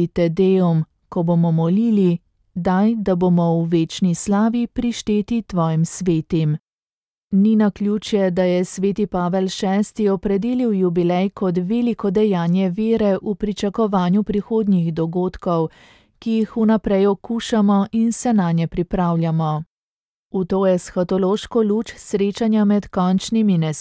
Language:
Slovenian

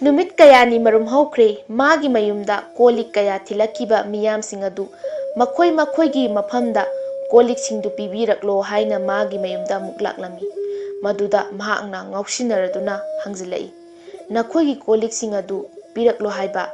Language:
Manipuri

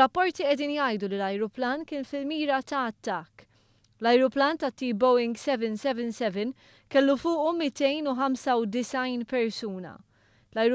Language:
Maltese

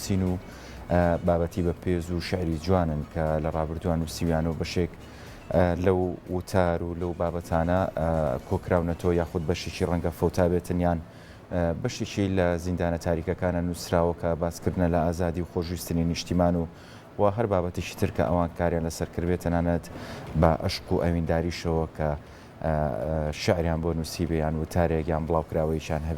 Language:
Central Kurdish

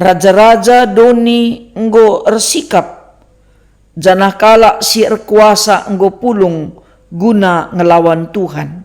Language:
Batak Karo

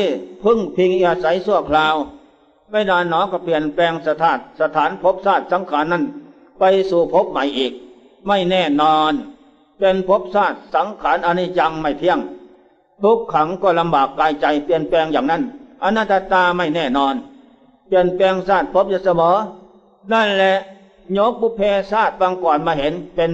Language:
Thai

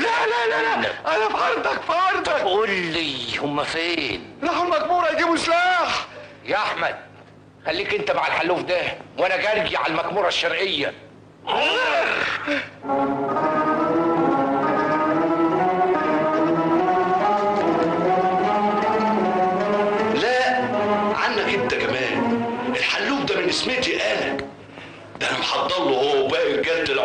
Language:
Egyptian Arabic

